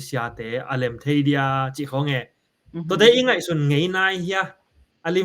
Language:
Tedim Chin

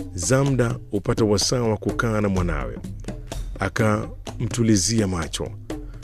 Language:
Swahili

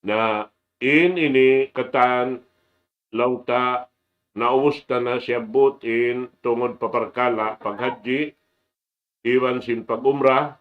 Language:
Tausug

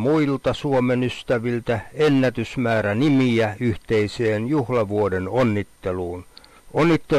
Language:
Finnish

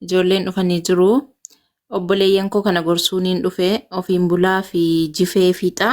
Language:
Oromo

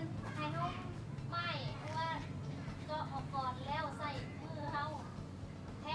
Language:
Lao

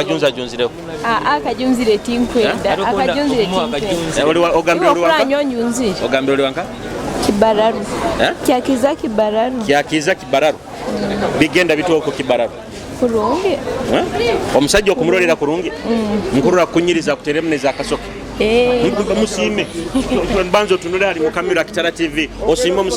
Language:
Nyoro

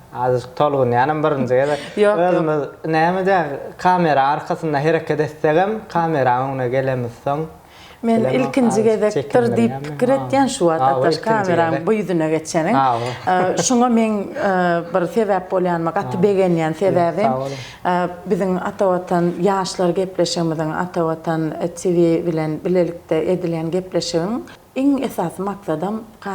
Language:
Turkmen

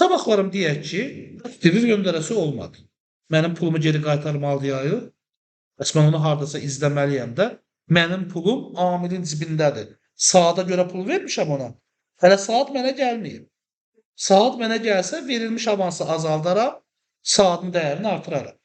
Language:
Azerbaijani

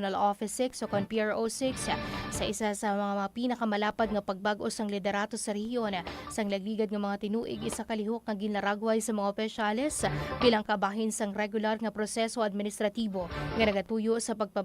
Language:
Hiligaynon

